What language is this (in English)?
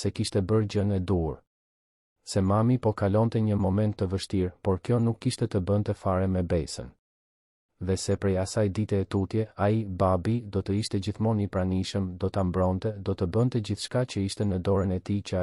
Albanian